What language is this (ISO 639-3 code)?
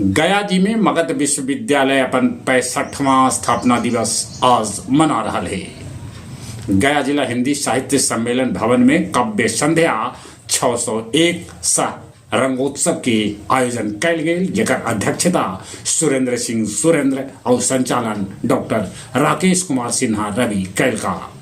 mag